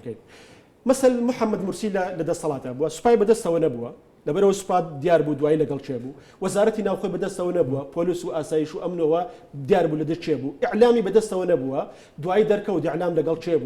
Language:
Central Kurdish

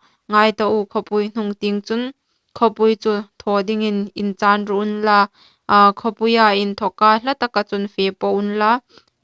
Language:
Hmar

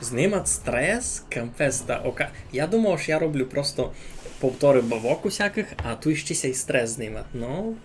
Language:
Rusyn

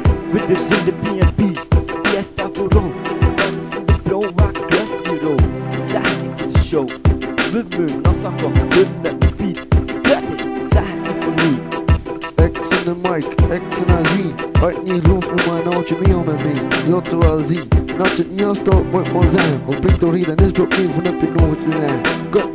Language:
Dutch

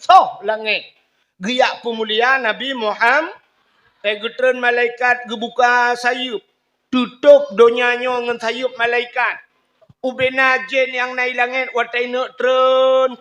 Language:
Achinese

